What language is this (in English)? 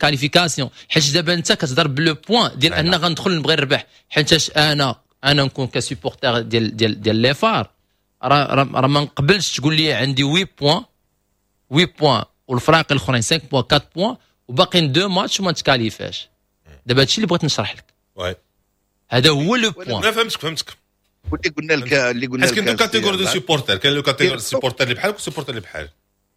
Moroccan Arabic